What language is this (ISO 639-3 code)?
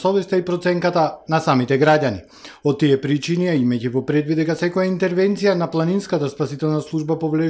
mkd